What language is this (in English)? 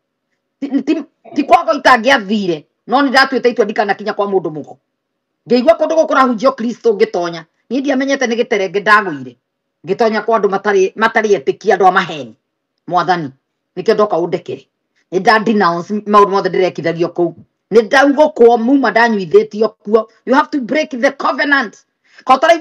Kikuyu